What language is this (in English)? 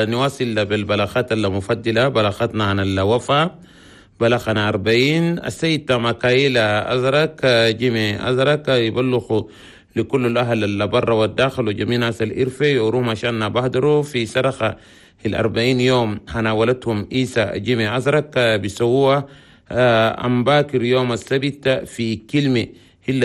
Chadian Arabic